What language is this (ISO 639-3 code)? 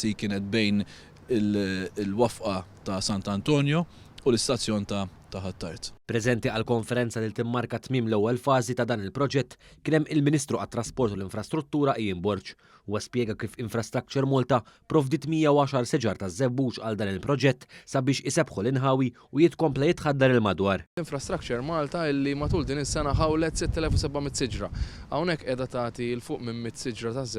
mlt